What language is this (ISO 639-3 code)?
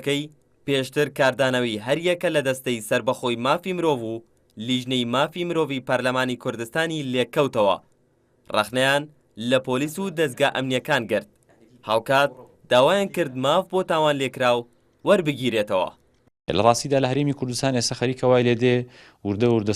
ckb